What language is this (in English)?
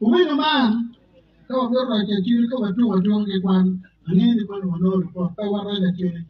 Acoli